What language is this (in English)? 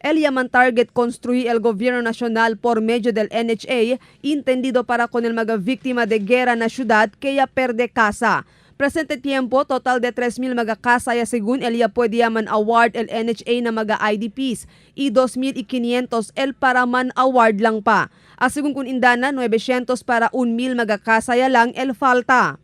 Chavacano